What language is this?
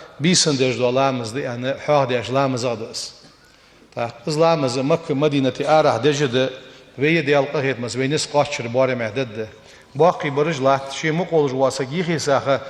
Ingush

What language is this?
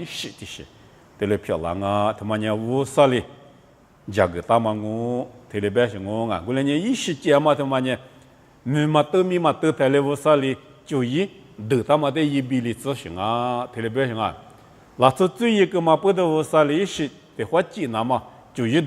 Lisu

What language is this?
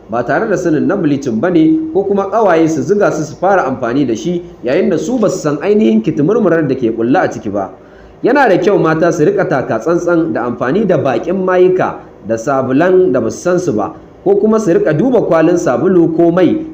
Hausa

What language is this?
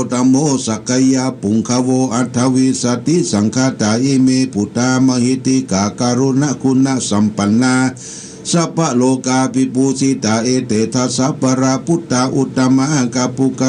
Pali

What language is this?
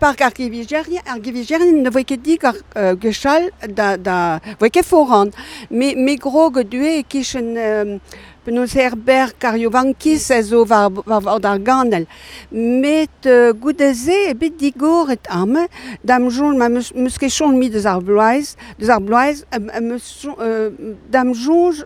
Breton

